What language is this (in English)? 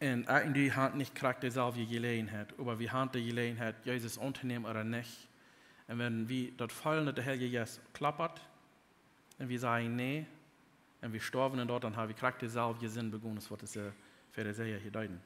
Plautdietsch